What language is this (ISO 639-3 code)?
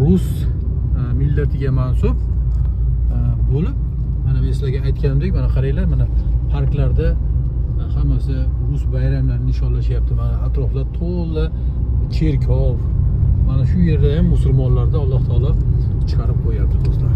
uzb